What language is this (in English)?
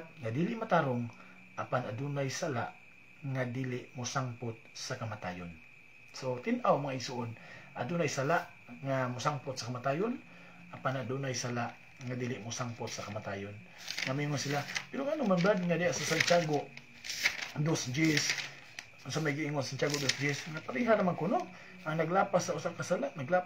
Cebuano